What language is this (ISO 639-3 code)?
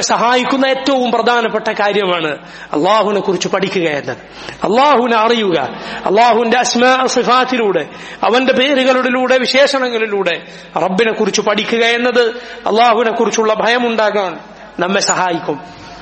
mal